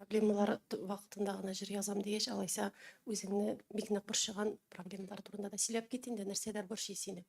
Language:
Tatar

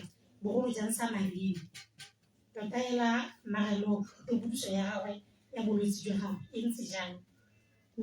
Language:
Tswana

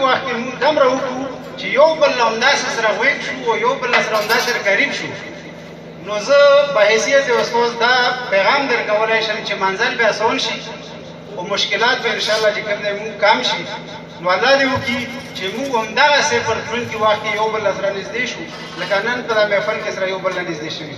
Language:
Pashto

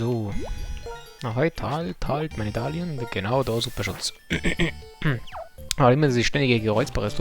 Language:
Bavarian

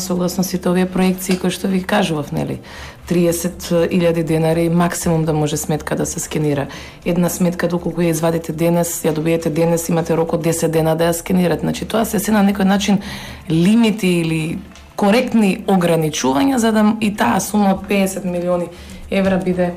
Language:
Macedonian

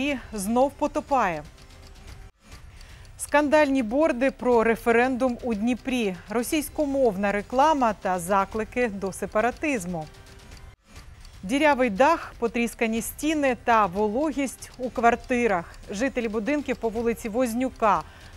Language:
Ukrainian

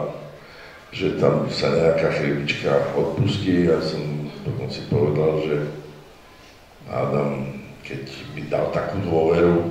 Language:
Slovak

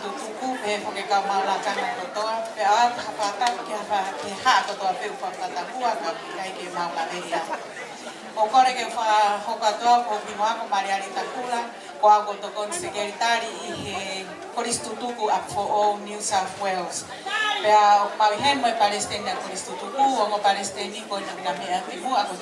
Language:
Tongan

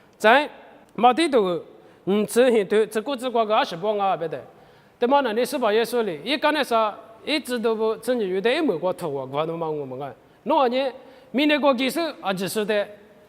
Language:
Lisu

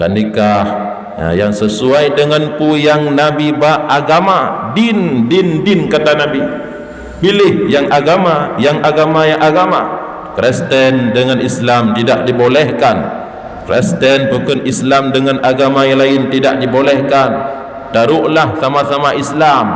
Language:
Achinese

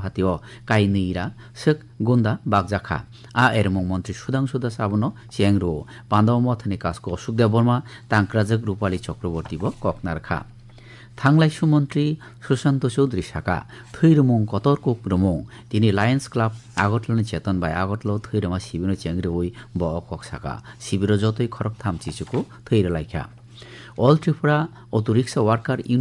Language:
Kok Borok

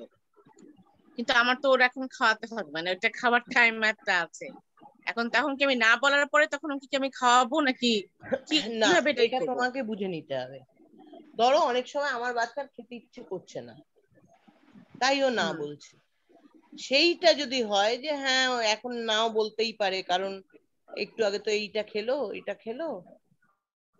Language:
Bangla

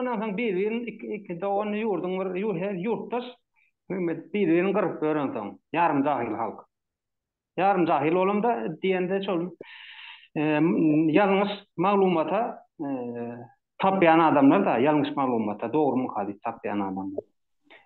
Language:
Turkmen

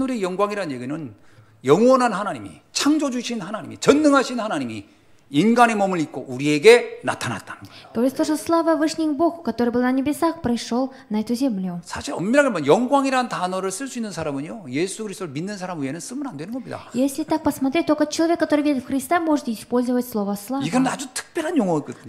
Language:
Korean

